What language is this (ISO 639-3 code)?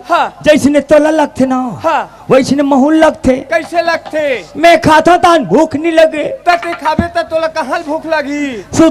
hne